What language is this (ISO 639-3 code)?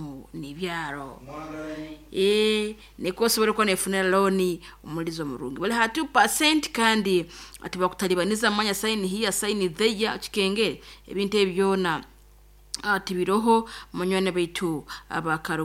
nyo